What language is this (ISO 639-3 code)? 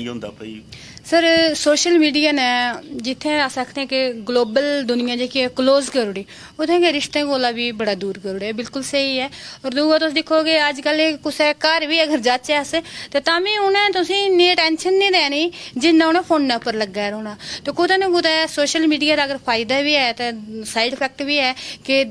doi